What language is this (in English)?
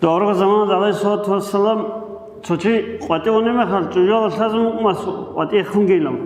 Avaric